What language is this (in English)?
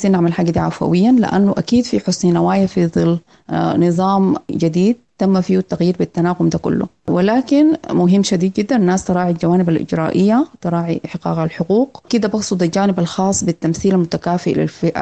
Sudanese Arabic